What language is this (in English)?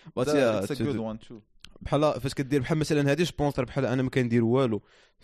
Moroccan Arabic